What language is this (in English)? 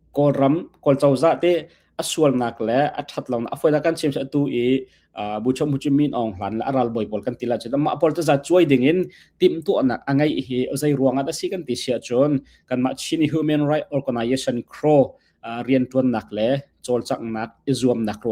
Hakha Chin